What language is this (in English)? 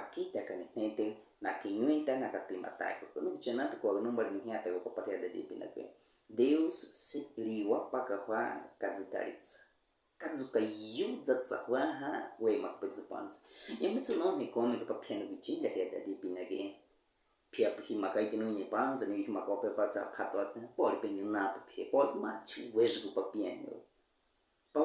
Baniwa